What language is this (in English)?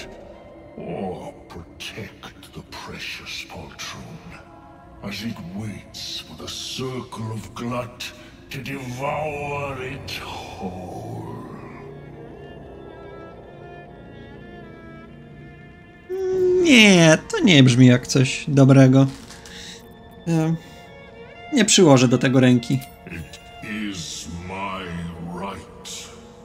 Polish